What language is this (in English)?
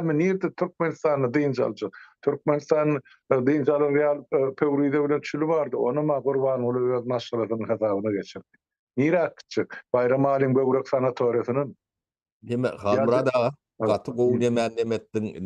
Turkmen